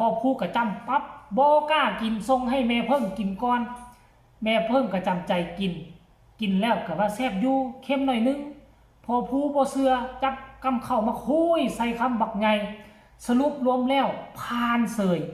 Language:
Northeastern Thai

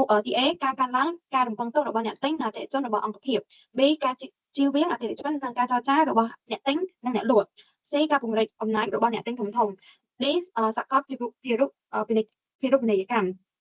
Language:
Khmer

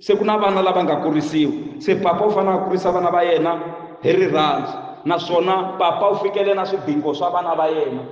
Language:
Tsonga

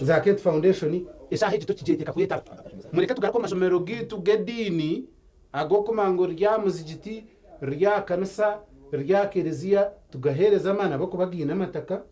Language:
Nyankole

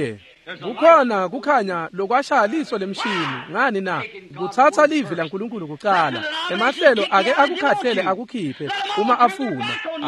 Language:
Swati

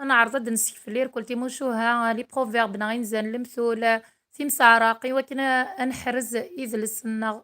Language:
Kabyle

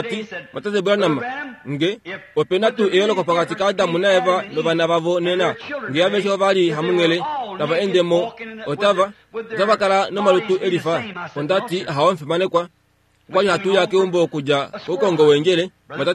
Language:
Kuanyama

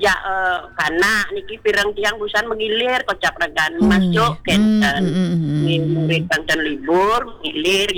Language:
Balinese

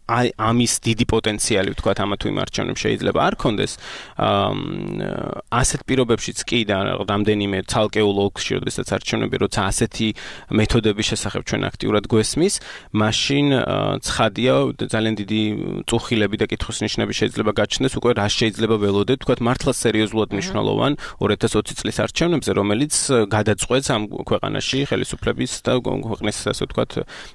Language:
Georgian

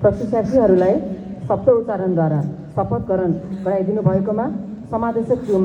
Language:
Nepali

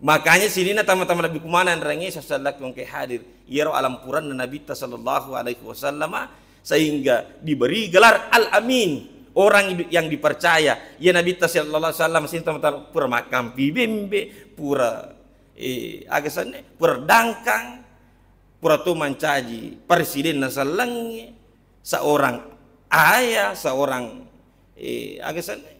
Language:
Buginese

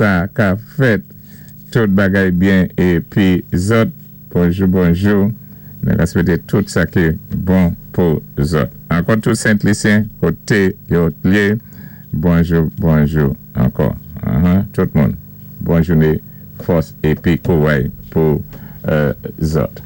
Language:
Saint Lucian Creole French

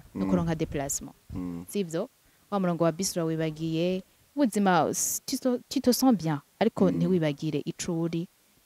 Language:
Rundi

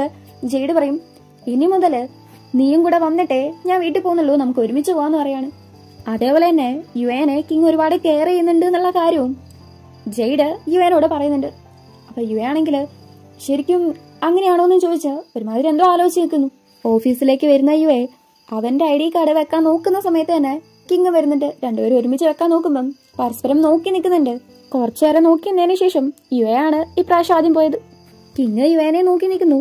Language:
Malayalam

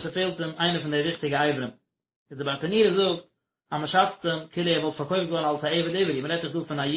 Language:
Yiddish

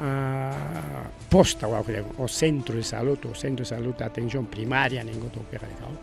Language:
Ayacucho Quechua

